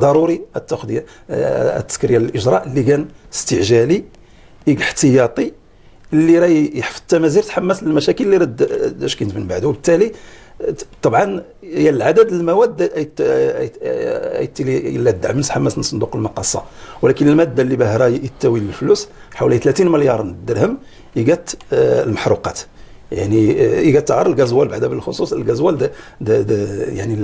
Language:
Moroccan Arabic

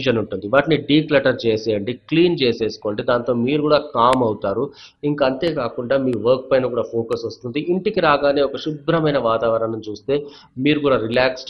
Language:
Telugu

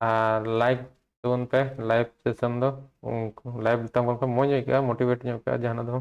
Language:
Santali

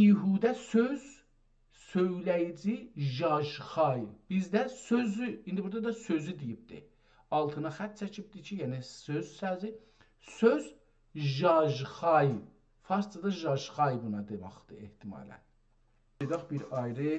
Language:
South Azerbaijani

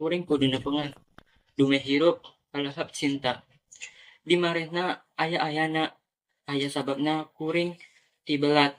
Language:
Sundanese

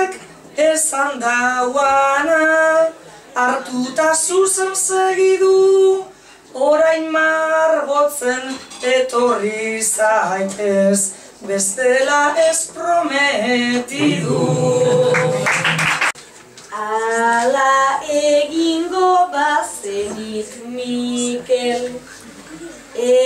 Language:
Basque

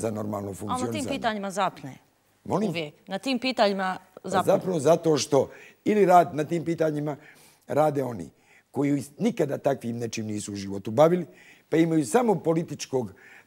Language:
Bosnian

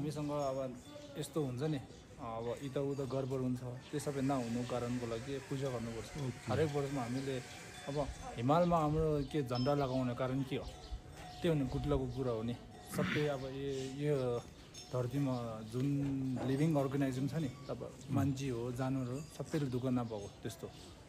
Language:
Nepali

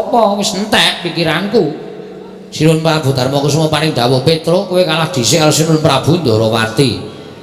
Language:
Javanese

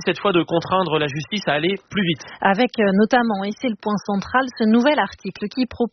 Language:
French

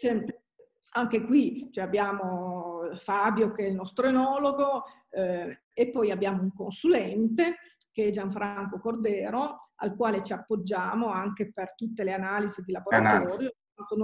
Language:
Italian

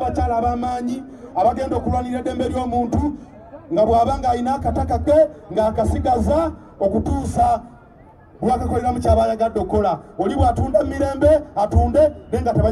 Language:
Ganda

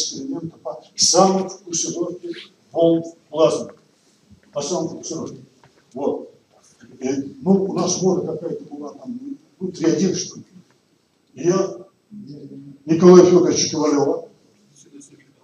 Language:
Russian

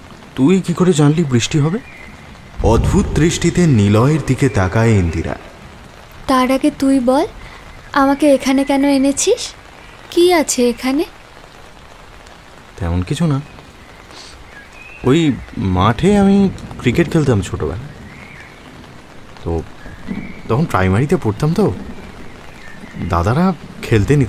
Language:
Bangla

